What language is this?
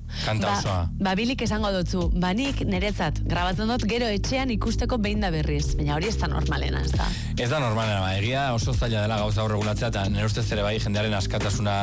Basque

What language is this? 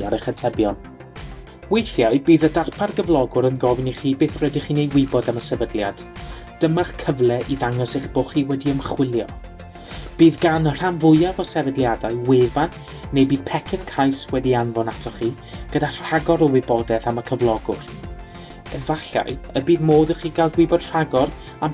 Welsh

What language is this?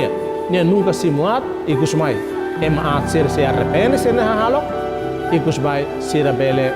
Tetum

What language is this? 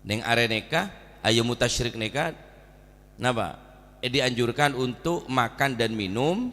Madurese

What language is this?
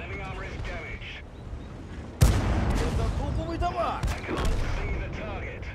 Yakut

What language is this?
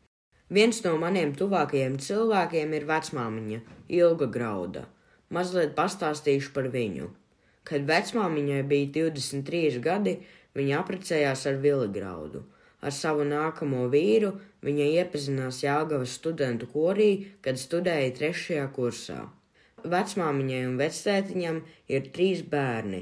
Latvian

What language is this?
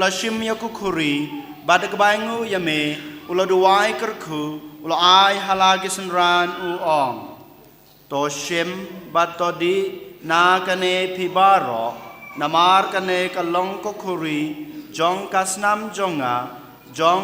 Khasi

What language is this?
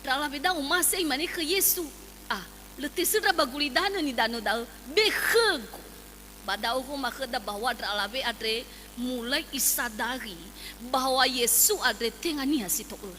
Nias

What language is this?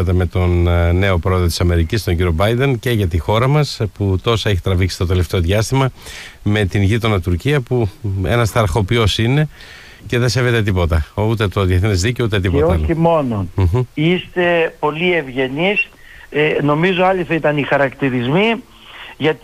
Greek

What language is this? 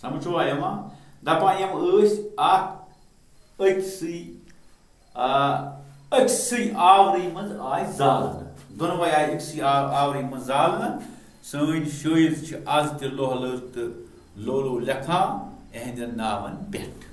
Kashmiri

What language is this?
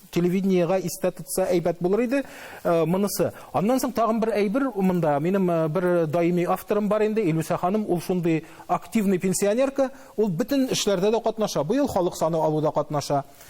Tatar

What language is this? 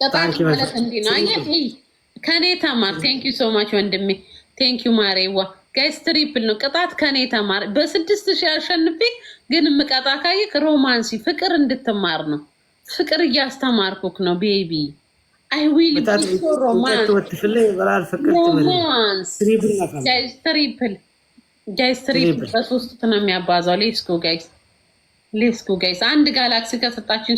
Amharic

